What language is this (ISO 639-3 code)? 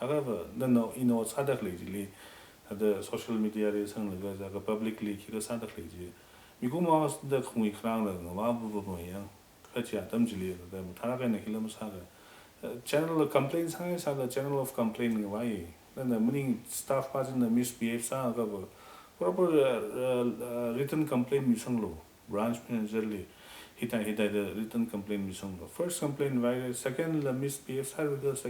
nmf